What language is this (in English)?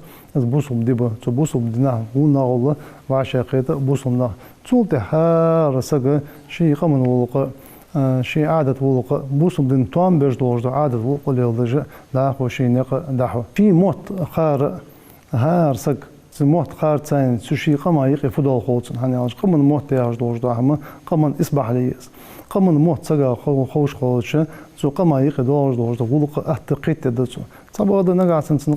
Ingush